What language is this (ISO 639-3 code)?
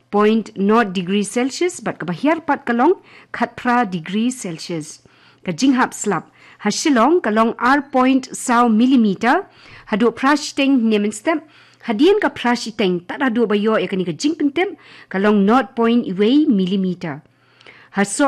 kha